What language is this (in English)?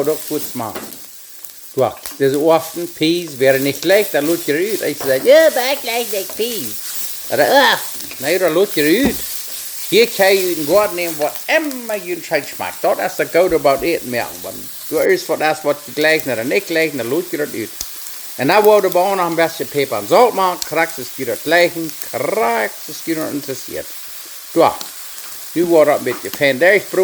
Plautdietsch